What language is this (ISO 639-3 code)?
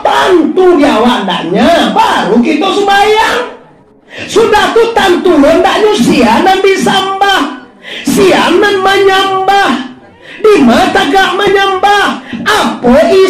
min